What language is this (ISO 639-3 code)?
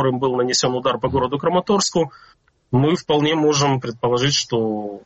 rus